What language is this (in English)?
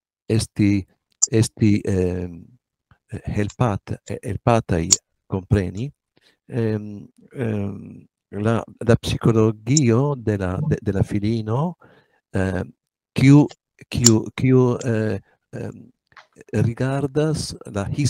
Esperanto